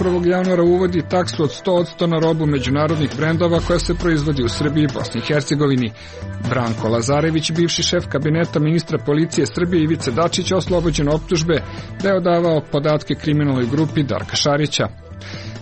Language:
Serbian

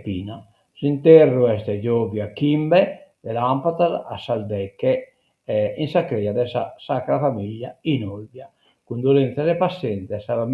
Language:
Sardinian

